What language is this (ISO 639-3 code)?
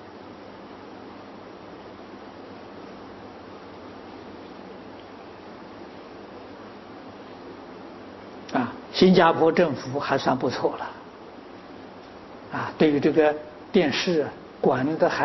zho